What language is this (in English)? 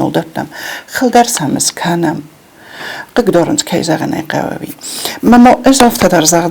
Ossetic